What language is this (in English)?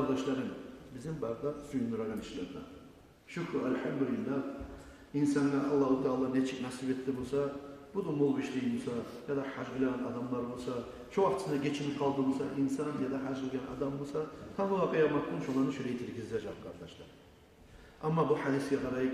Kumyk